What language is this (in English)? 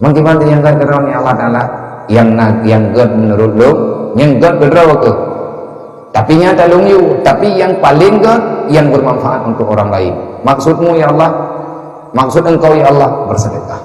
Achinese